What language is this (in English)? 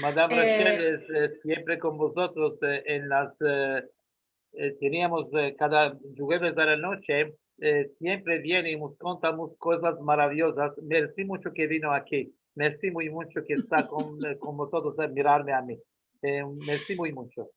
Ladino